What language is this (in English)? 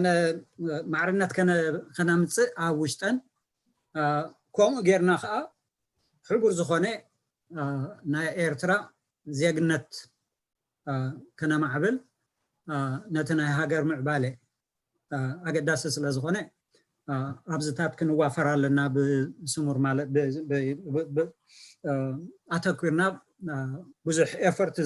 Tigrinya